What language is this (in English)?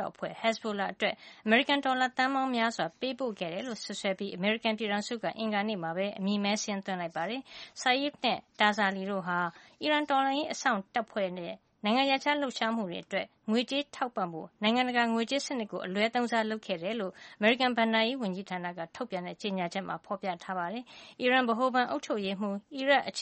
Burmese